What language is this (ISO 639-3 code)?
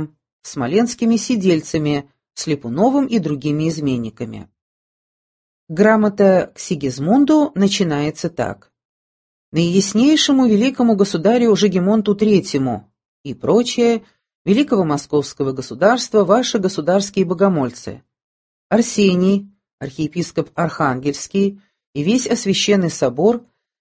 rus